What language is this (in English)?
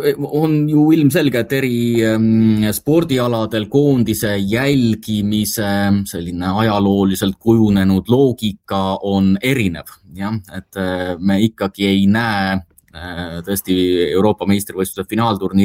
Estonian